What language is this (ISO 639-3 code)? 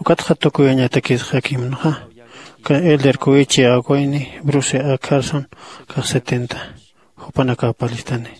aym